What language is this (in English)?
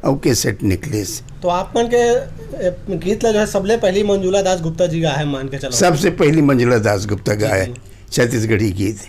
Chhattisgarhi